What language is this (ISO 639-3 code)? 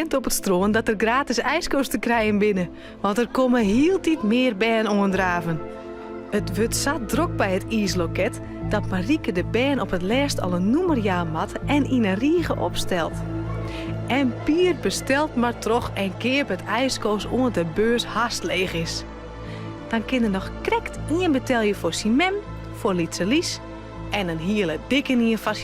fry